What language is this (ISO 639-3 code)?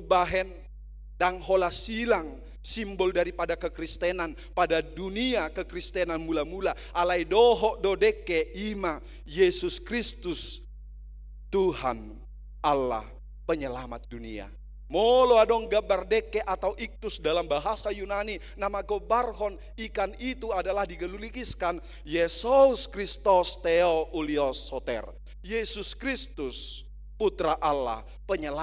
bbc